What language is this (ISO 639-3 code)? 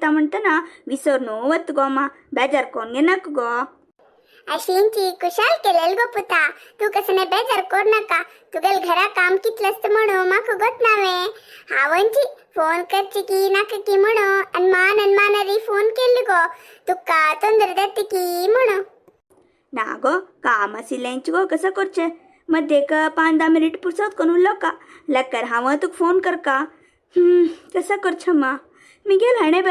kok